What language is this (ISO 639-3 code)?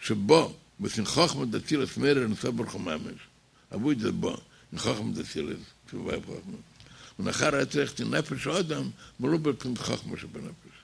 yid